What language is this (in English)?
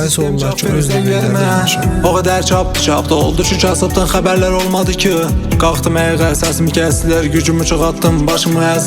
South Azerbaijani